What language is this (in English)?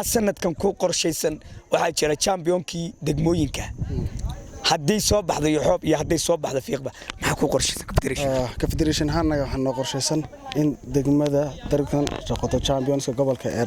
Somali